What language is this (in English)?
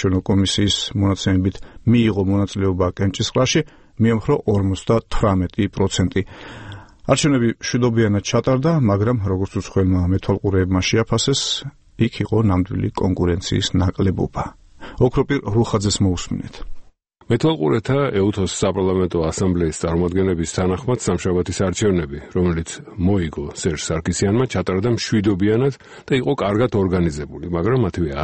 Georgian